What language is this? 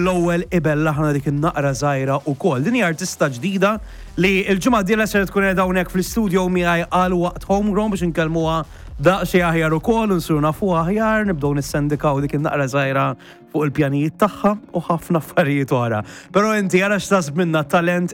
Maltese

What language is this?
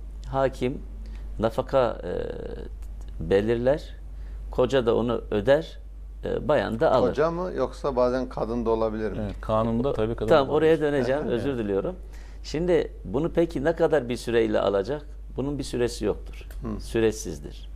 Turkish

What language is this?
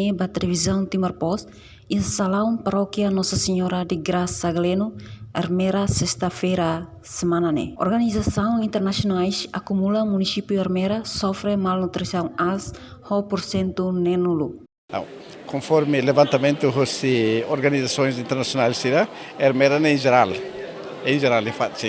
Tetum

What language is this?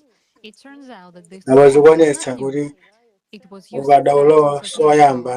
Nyanja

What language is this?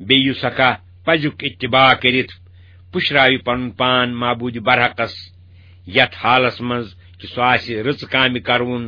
Kashmiri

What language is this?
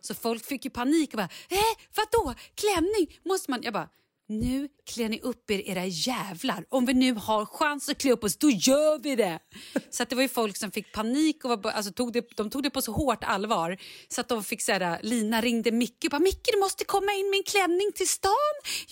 Swedish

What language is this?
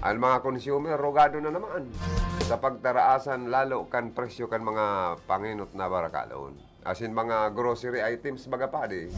Bikol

